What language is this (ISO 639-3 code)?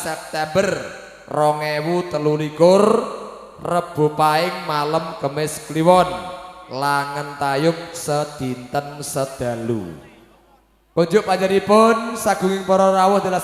jav